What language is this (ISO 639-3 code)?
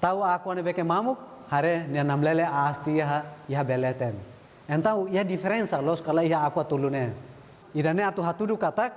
tet